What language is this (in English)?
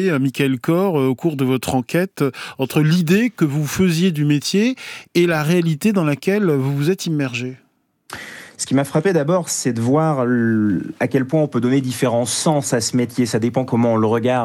French